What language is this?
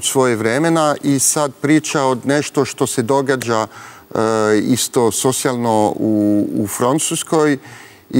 Serbian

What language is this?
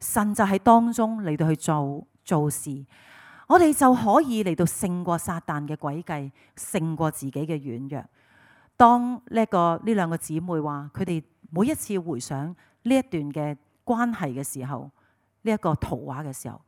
Cantonese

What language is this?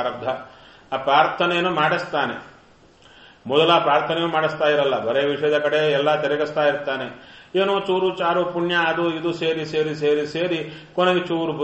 Kannada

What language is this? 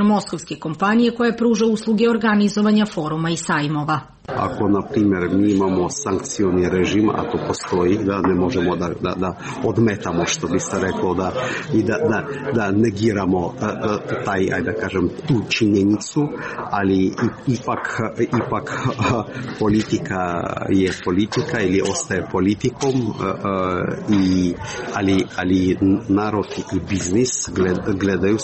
Serbian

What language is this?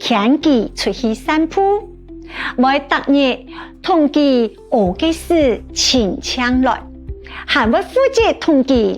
Hakka Chinese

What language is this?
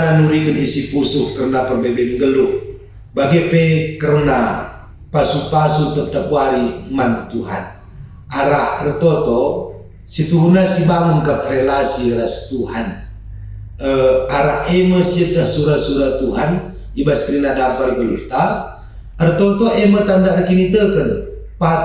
Batak Karo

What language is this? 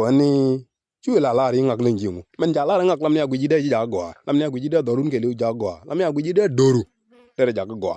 Nuer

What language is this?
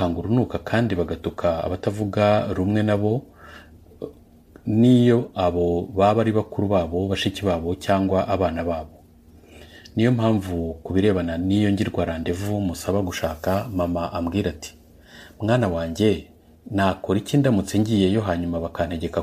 Kinyarwanda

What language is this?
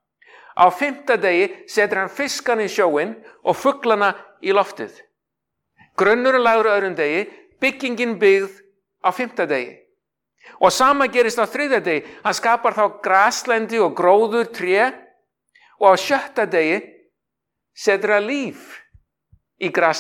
Icelandic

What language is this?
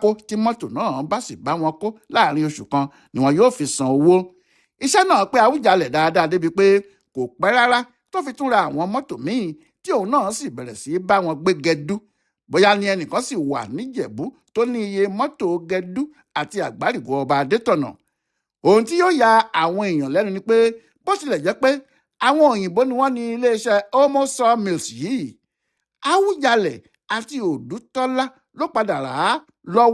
Yoruba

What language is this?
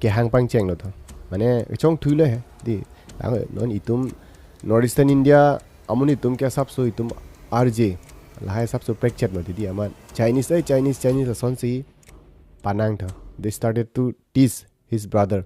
Karbi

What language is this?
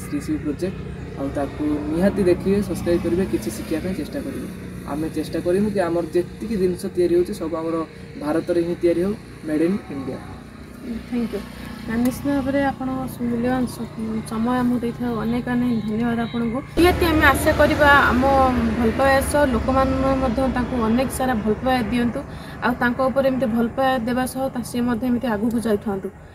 Odia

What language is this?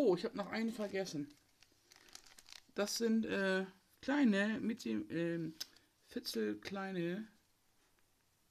German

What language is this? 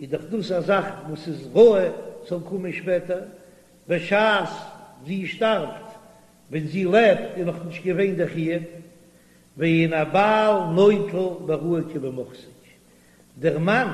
Yiddish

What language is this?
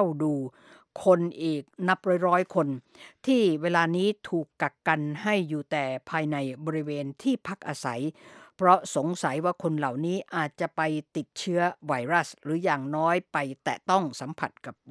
Thai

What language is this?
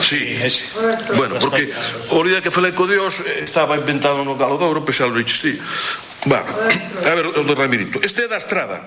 Galician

